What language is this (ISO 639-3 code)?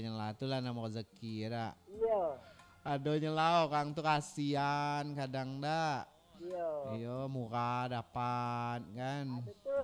min